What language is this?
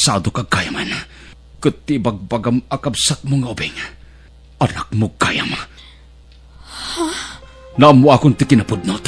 Iloko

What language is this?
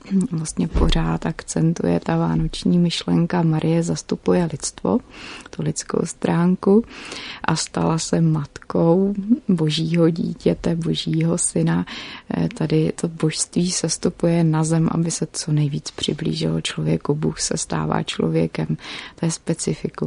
Czech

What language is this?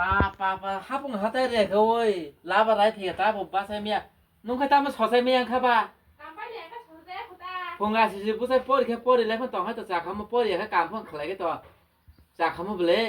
Kok Borok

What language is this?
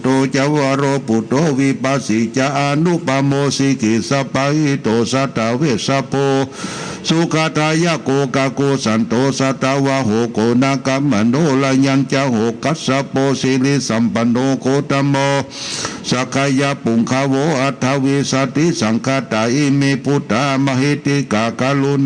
Pali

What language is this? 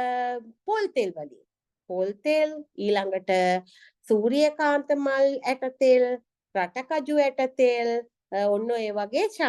Sinhala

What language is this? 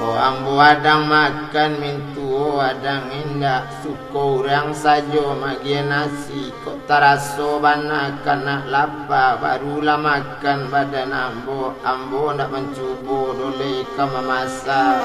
Minangkabau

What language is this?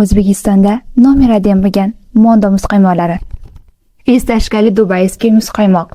Uzbek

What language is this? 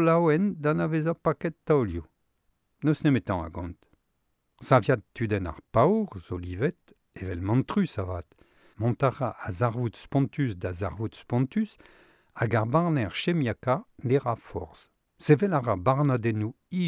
Breton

